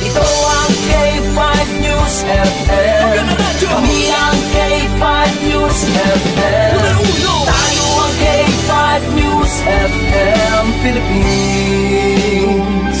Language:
Hiligaynon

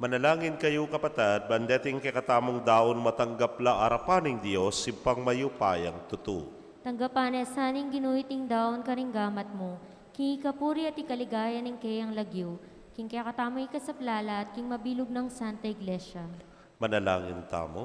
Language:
Pampanga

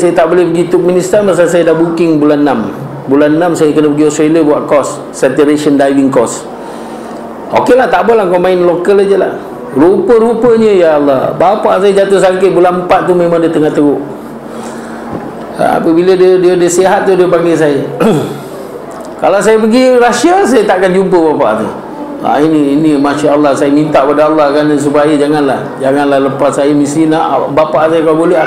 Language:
Malay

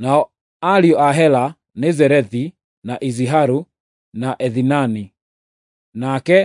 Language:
Kikuyu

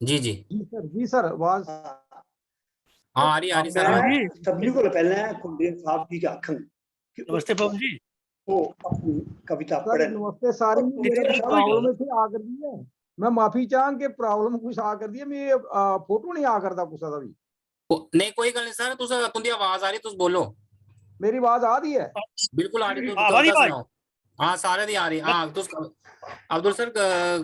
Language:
Dogri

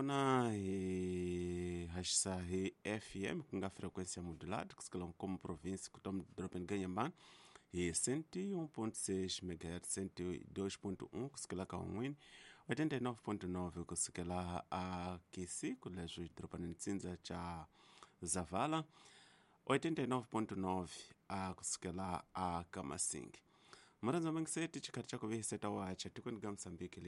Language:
Tsonga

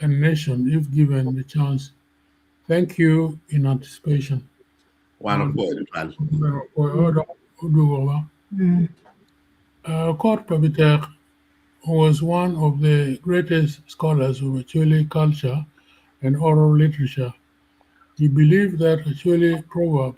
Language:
Acoli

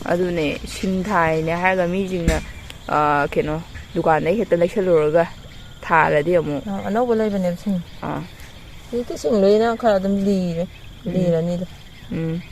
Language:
Manipuri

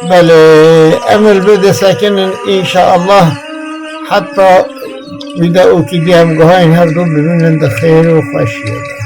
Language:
Kurdish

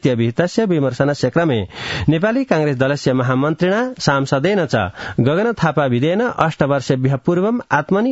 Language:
Sanskrit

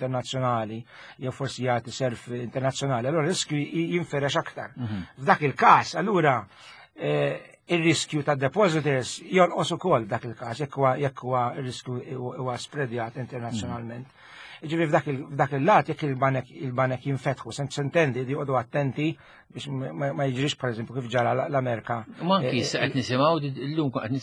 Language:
Maltese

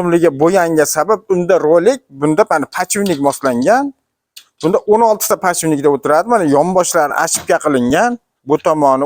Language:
Uzbek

